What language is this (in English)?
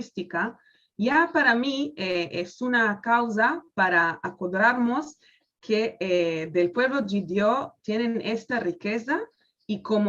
Ladino